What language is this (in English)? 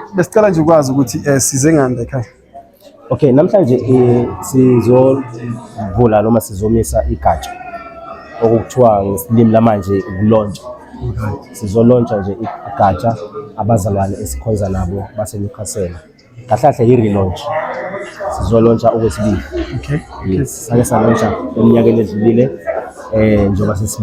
Zulu